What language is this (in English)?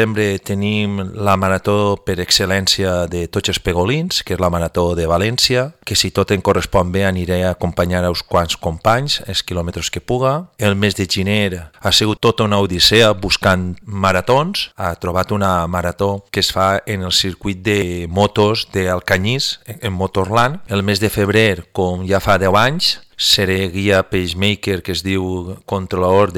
Catalan